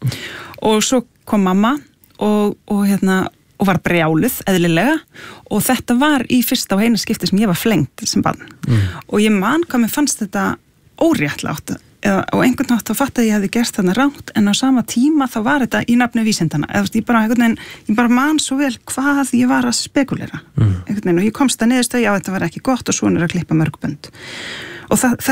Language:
Icelandic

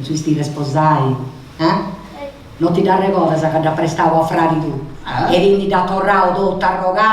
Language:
Sardinian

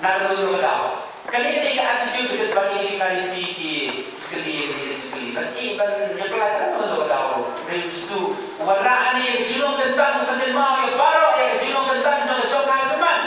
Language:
Khasi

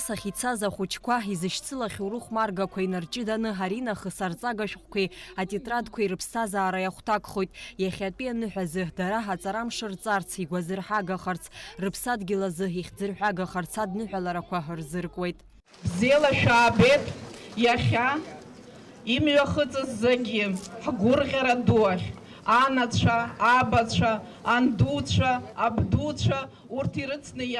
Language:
Abkhazian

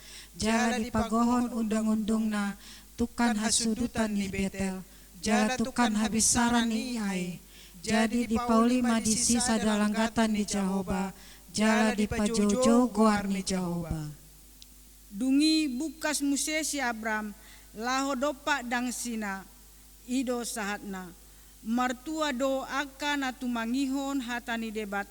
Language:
Batak Toba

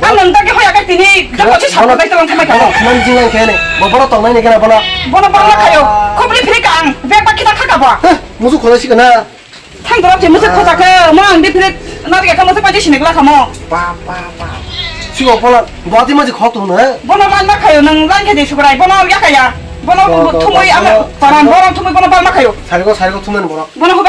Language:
Kok Borok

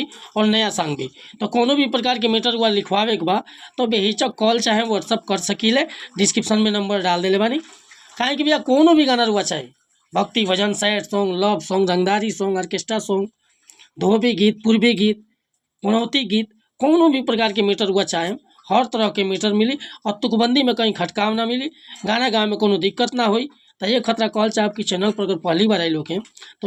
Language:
Bhojpuri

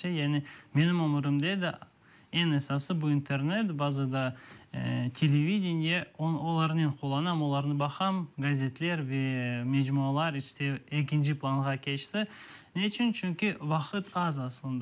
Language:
Crimean Tatar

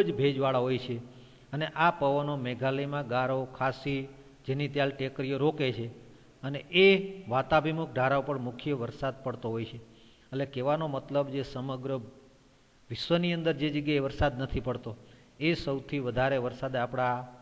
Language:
Gujarati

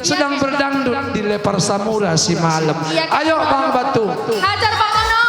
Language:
Batak Karo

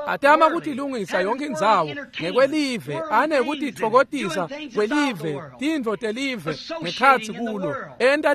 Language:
Swati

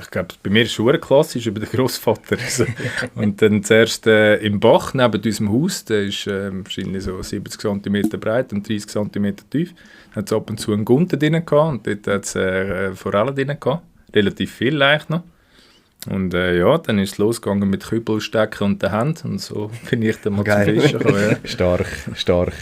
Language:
Swiss German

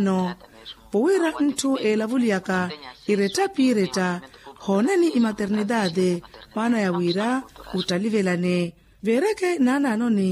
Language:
Makhuwa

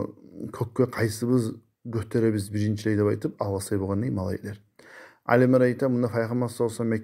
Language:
Kumyk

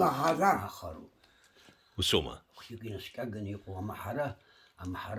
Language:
Abkhazian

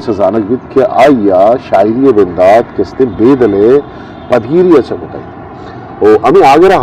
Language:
Eastern Balochi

